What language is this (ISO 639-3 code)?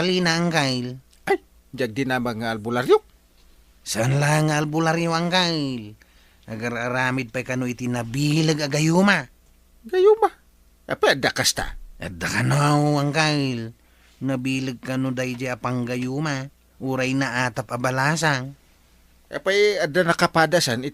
ilo